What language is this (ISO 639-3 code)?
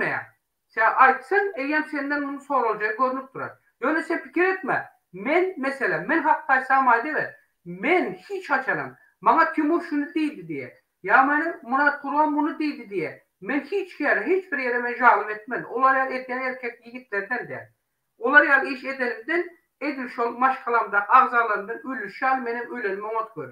tuk